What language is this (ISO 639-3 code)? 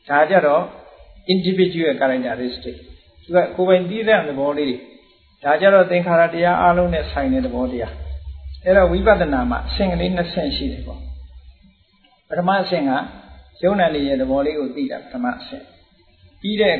mya